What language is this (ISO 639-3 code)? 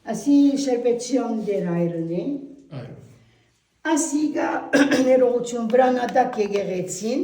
hyw